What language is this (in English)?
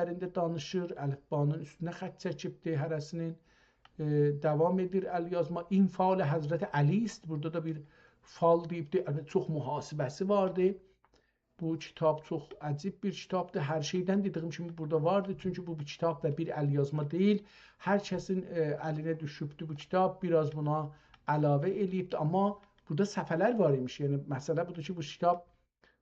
South Azerbaijani